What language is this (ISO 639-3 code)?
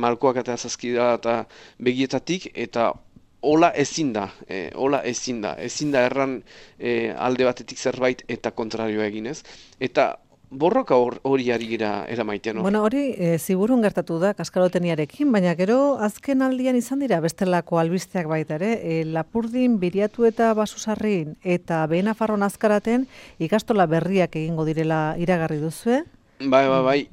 eus